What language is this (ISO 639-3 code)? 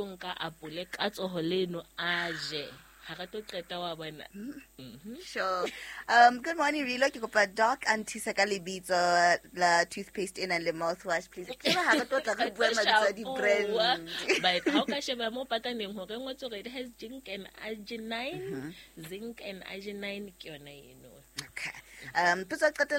sot